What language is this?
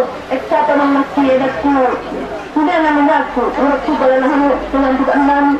Batak Toba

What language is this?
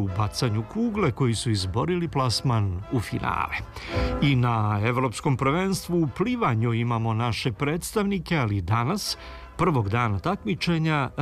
Serbian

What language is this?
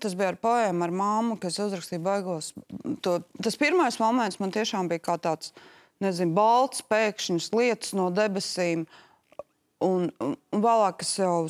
Latvian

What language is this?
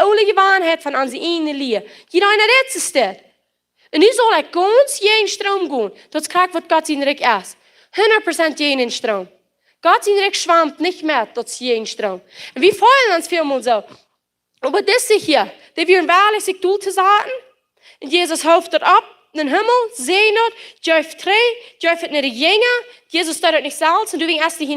Plautdietsch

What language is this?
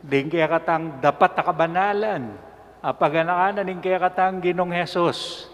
Pampanga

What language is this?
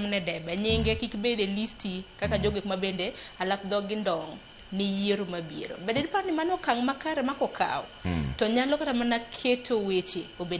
Luo (Kenya and Tanzania)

